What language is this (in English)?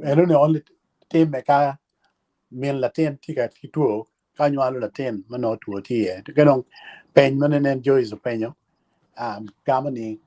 Acoli